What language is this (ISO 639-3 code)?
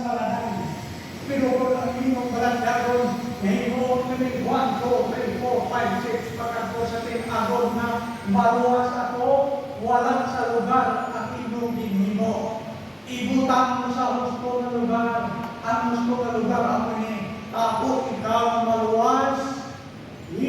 hil